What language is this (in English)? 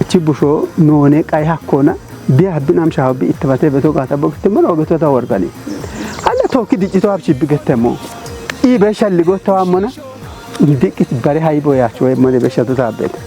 Kafa